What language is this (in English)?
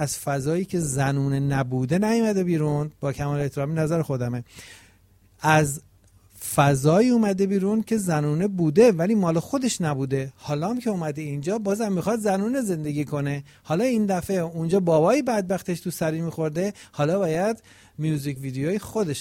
Persian